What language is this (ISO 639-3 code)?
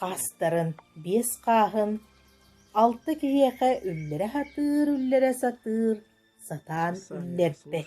sah